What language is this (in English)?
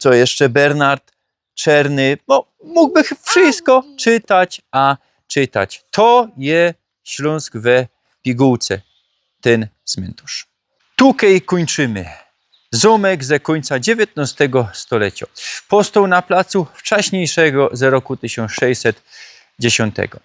Silesian